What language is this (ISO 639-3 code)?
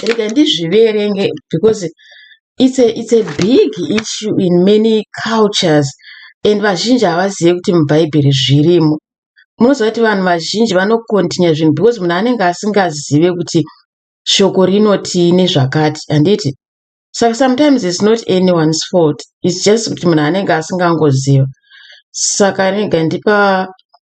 sna